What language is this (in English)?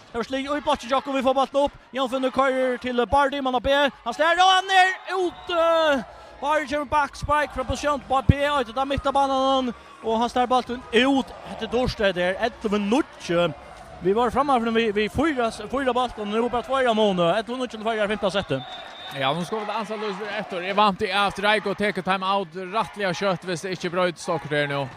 Faroese